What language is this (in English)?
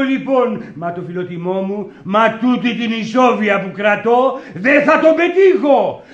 Greek